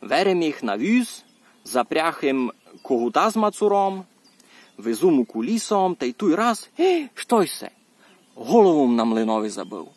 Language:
Rusyn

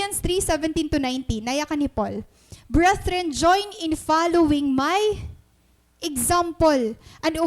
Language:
Waray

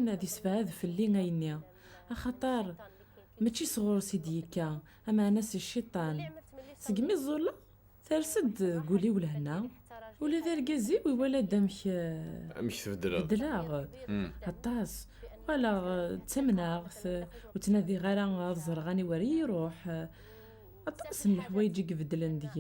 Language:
Kabyle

